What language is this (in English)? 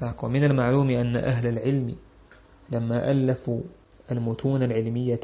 Chechen